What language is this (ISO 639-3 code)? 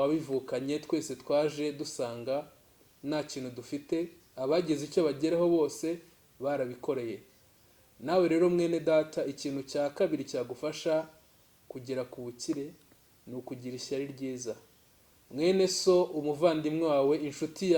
kin